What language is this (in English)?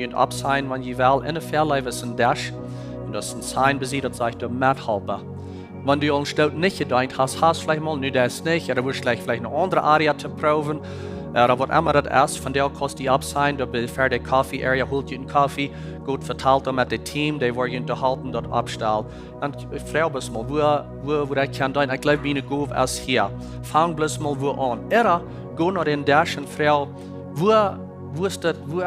Plautdietsch